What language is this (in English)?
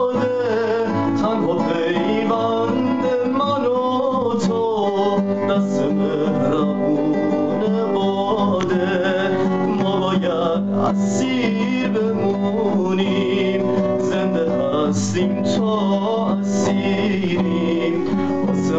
Persian